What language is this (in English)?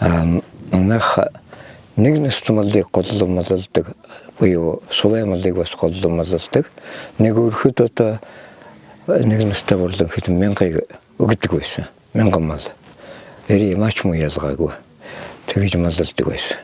Mongolian